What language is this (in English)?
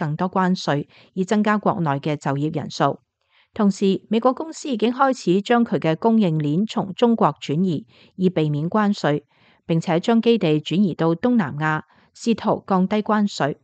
Cantonese